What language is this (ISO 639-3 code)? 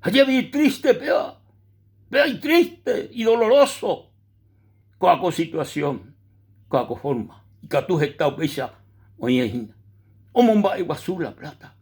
grn